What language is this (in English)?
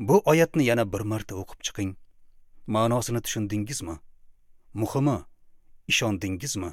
Uzbek